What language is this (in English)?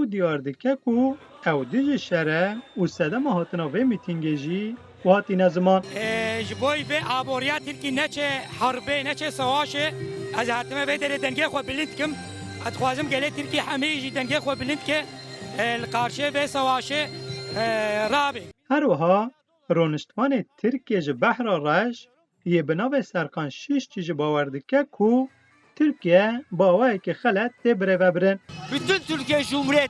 Kurdish